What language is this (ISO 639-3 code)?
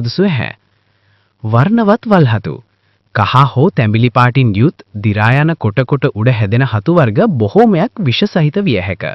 sin